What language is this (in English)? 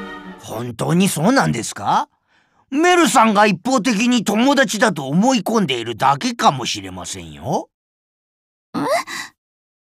Japanese